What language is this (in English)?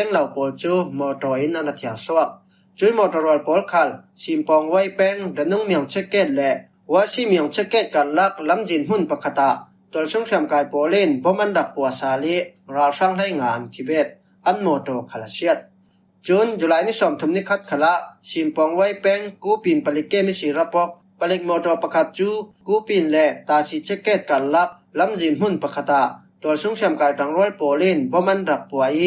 Falam Chin